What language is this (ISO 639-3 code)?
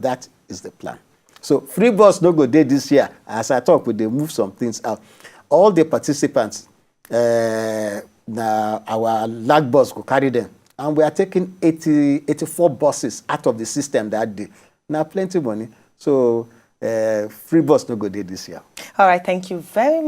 pcm